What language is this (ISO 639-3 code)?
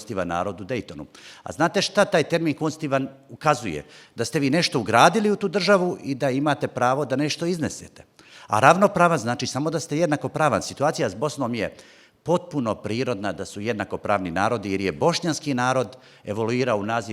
bos